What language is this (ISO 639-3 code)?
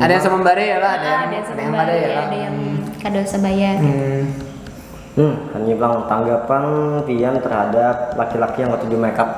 bjn